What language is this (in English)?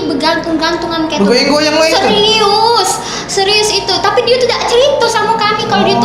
Musi